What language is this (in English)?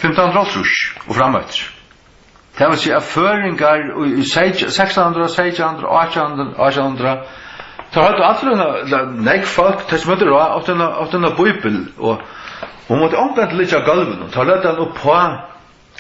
Faroese